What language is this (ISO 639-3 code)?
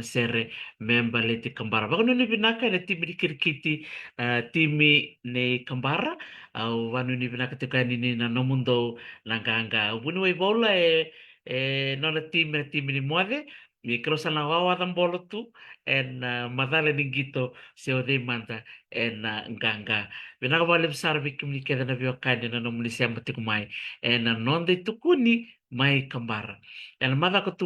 fij